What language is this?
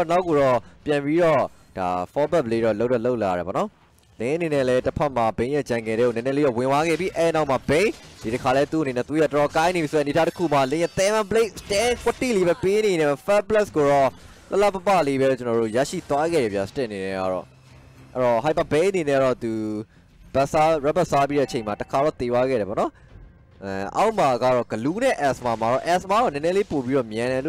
Burmese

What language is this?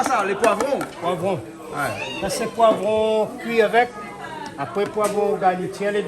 Réunion Creole French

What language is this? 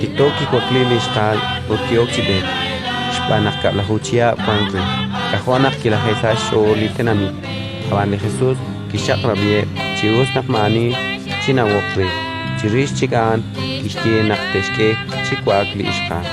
Kekchí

